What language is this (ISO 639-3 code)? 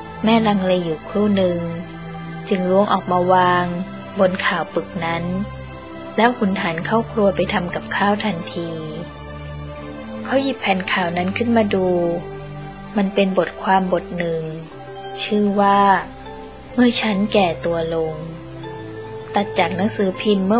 tha